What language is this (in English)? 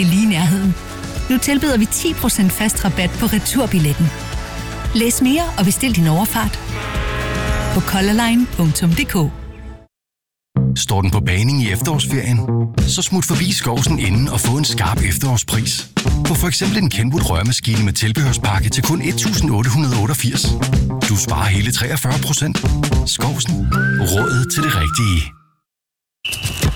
Danish